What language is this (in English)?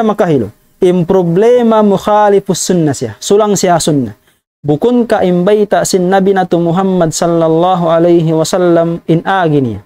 Tausug